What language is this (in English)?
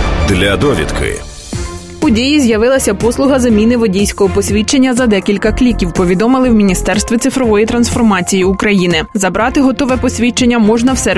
Ukrainian